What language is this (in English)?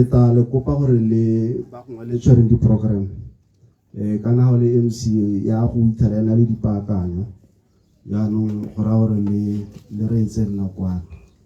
Tswana